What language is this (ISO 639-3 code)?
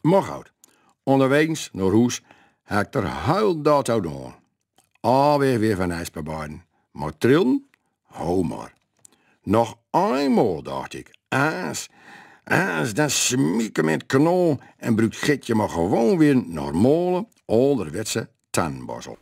gos